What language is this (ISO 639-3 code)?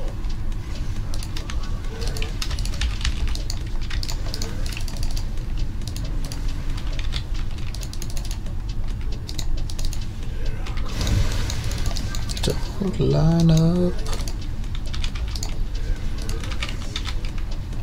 eng